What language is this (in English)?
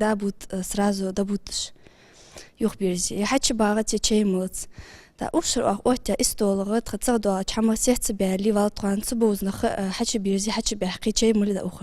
Ingush